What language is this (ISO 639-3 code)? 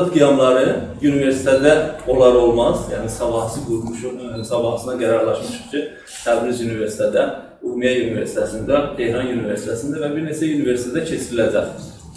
azb